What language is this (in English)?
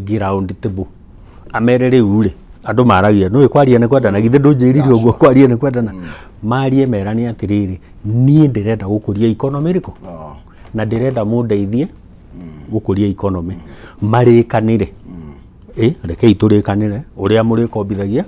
Kikuyu